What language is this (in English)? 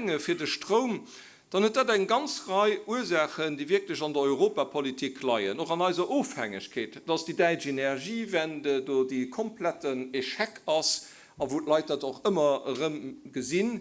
Luxembourgish